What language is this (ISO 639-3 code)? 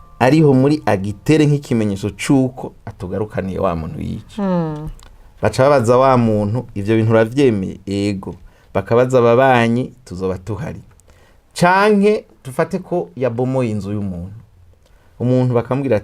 run